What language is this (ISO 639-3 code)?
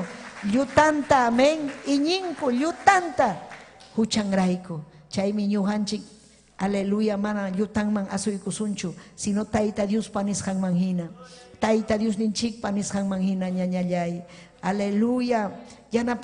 quy